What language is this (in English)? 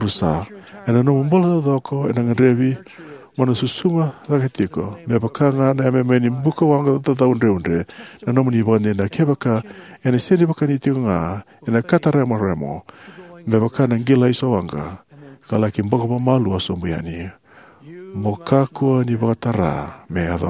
Fijian